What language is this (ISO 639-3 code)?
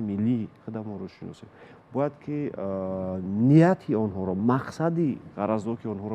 tgk